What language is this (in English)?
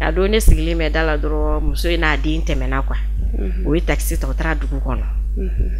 Bambara